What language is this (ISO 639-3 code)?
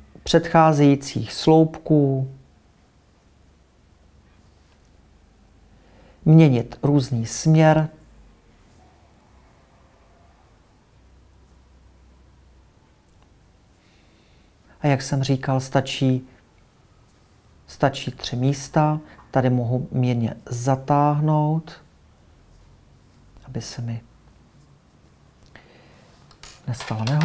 ces